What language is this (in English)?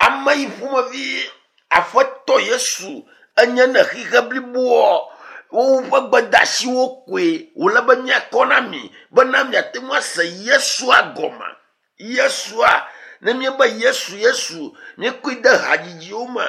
Ewe